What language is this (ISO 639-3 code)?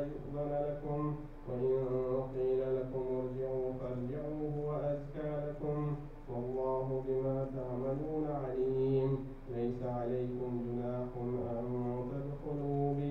ara